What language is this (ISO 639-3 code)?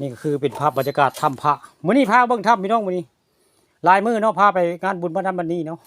tts